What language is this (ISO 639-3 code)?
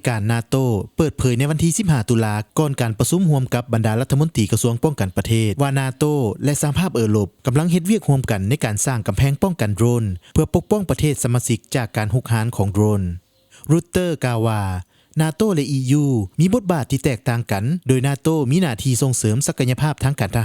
lao